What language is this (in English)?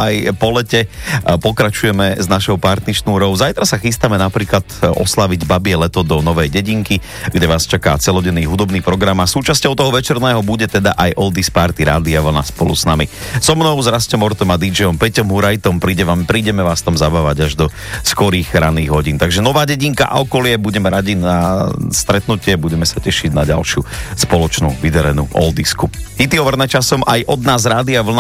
Slovak